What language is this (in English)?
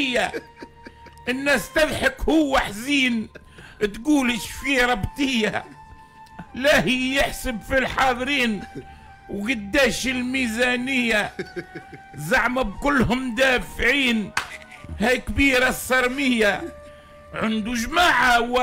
Tunisian Arabic